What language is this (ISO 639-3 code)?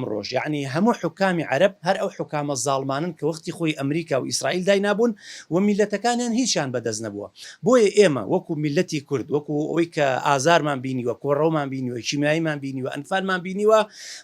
ckb